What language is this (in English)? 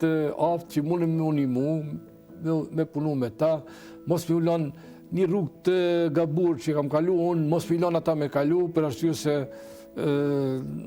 Albanian